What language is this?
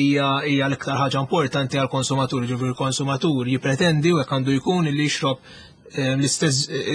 Maltese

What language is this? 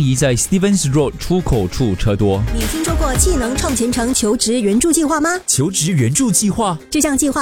Chinese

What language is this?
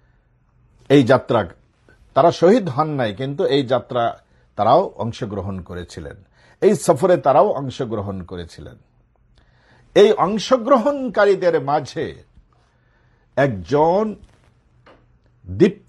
Bangla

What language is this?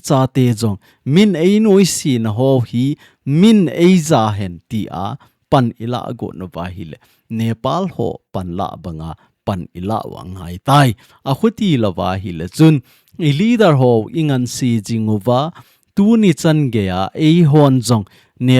Thado Chin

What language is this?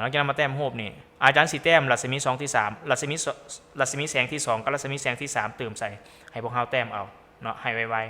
Lao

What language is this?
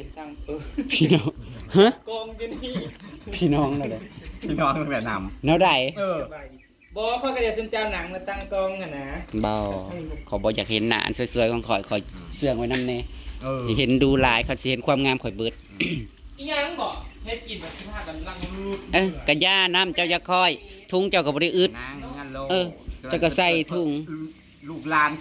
Northeastern Thai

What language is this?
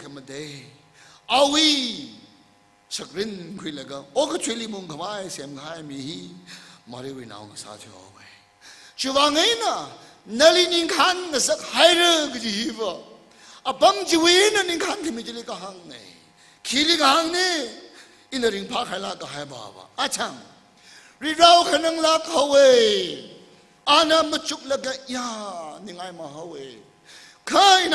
Tangkhul Naga (India)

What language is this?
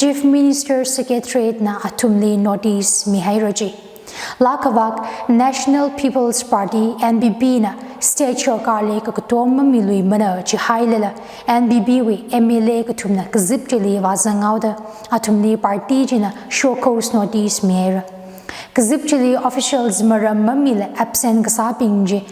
Tangkhul Naga (India)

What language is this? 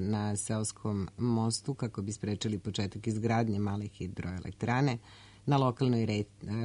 Serbian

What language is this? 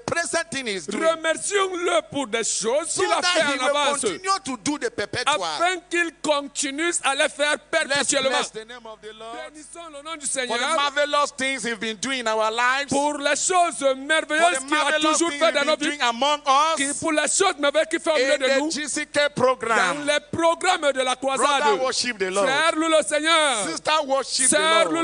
Ewe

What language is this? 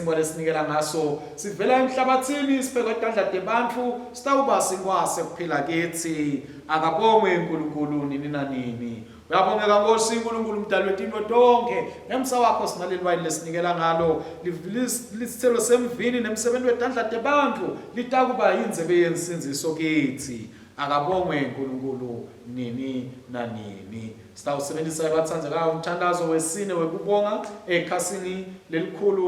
Swati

